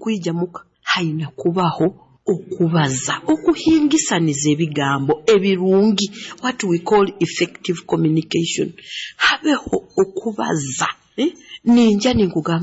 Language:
Nyoro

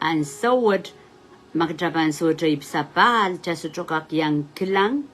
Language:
Pohnpeian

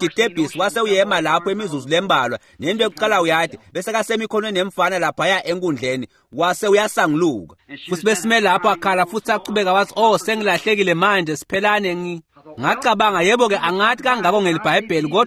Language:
Swati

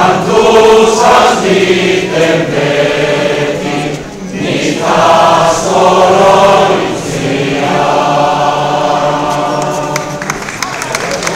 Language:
Basque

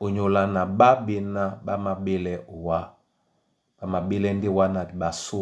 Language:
Duala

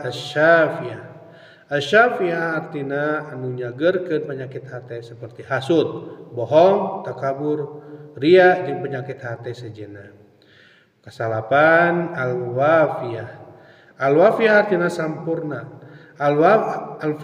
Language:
Sundanese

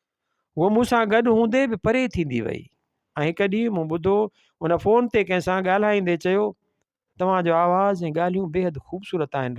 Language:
Sindhi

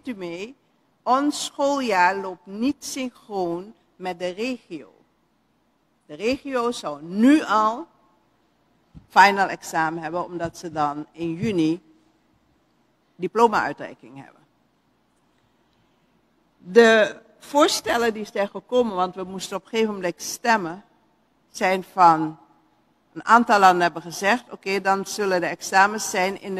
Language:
Dutch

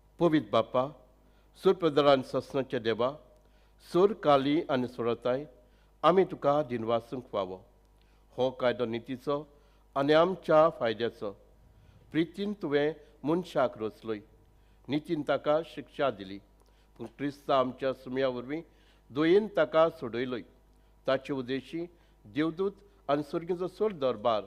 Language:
Konkani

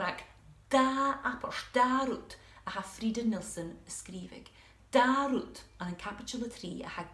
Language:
Scottish Gaelic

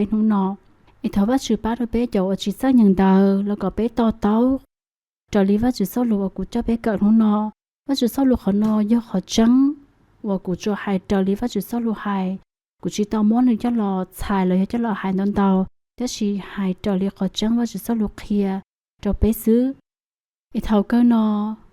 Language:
Hmong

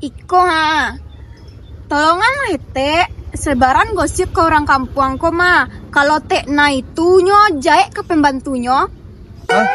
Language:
Minangkabau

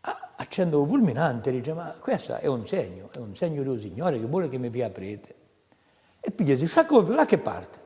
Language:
Corsican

